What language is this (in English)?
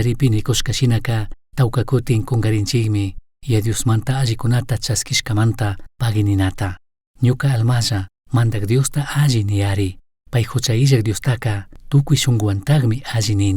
Chimborazo Highland Quichua